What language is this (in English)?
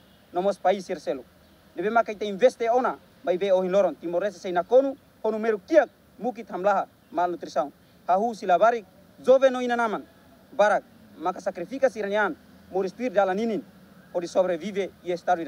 Tetum